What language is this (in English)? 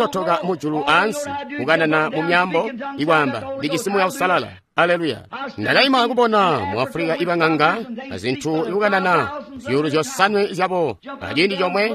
Tonga (Zambia)